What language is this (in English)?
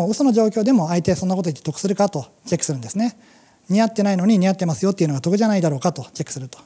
Japanese